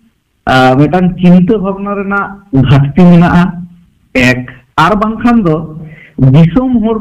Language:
Santali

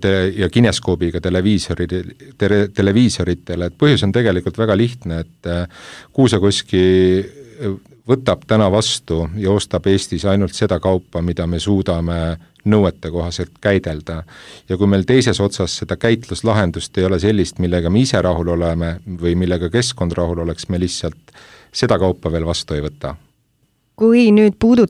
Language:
Estonian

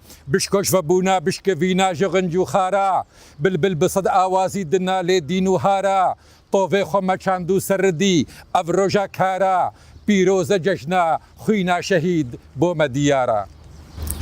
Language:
Kurdish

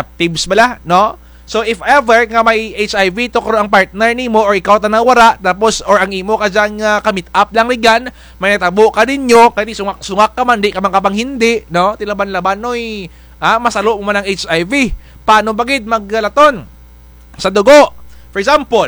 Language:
Kinaray-a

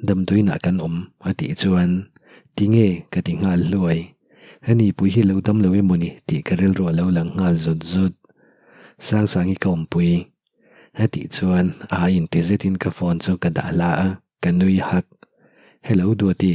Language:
Mizo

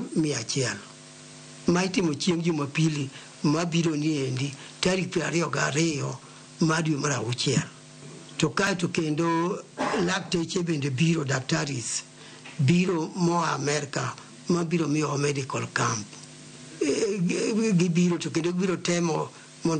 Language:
Luo (Kenya and Tanzania)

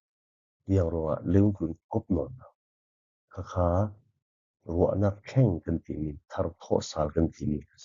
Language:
Falam Chin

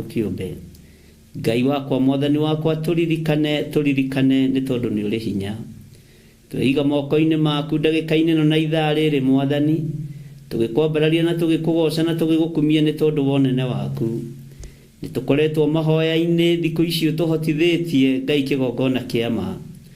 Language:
Kikuyu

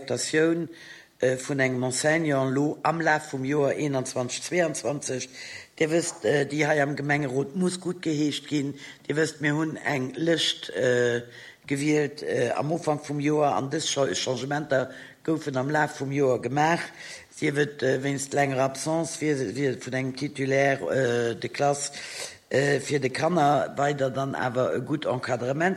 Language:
Luxembourgish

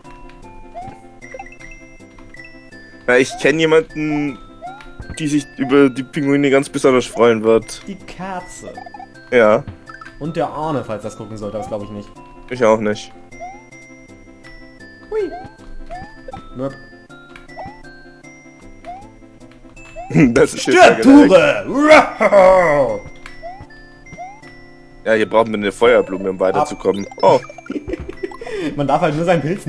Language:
German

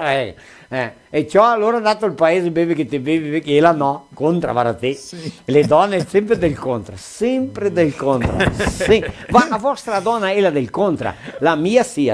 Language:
Venetian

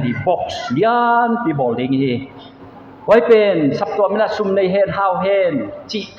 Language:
Paite Chin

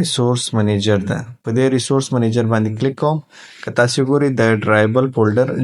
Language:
Pashto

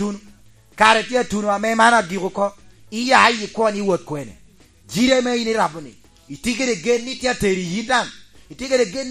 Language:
Lango (Uganda)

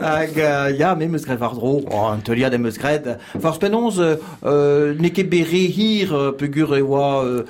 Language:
Breton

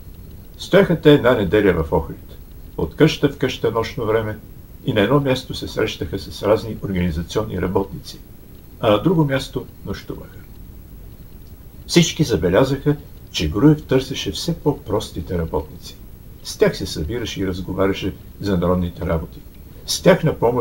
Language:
Bulgarian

